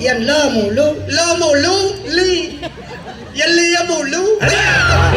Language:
Balinese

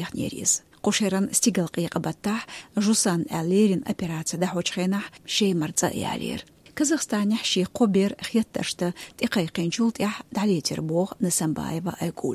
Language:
Chechen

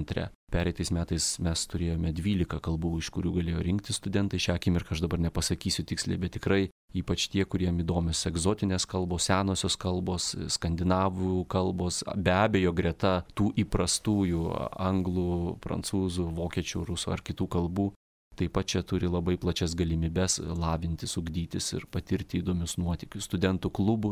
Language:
Lithuanian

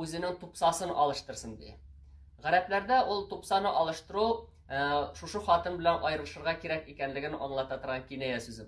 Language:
Tatar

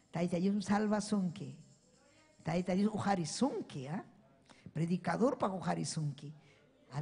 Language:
Ayacucho Quechua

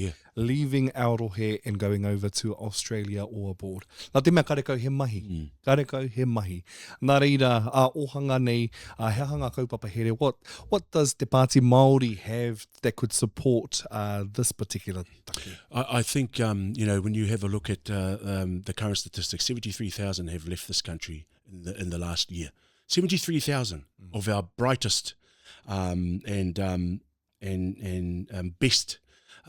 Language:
Māori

